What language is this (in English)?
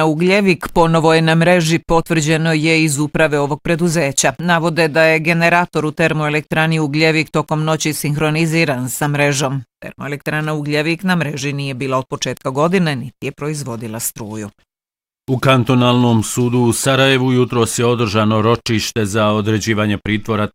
Bosnian